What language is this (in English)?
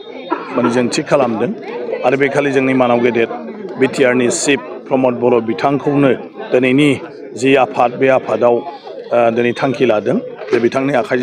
Bodo